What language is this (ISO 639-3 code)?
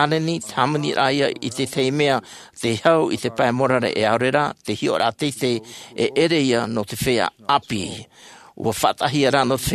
tah